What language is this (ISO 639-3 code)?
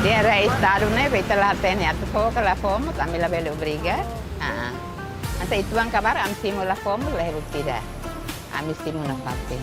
tet